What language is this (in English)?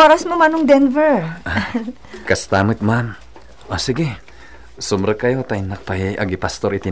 Iloko